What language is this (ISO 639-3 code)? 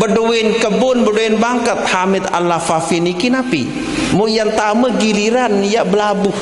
sas